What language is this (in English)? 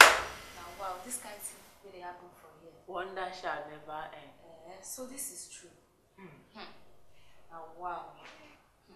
Nigerian Pidgin